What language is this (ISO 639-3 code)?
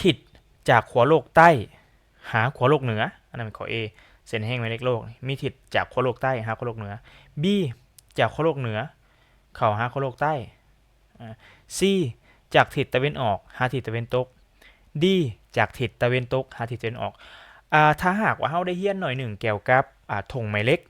lao